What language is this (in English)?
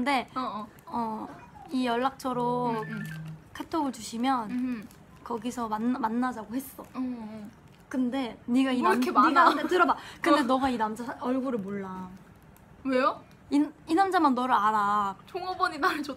Korean